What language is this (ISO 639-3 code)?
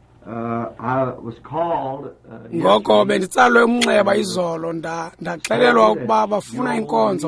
xho